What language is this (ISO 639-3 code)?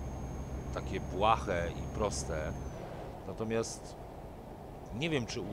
pol